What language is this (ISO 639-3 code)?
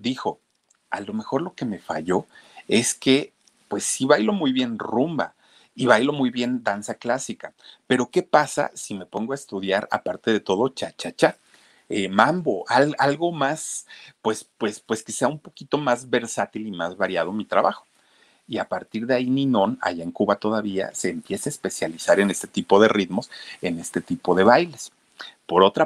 spa